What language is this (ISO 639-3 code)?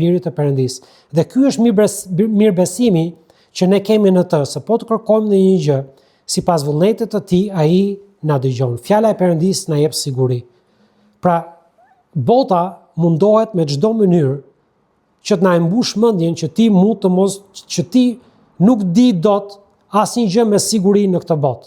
sqi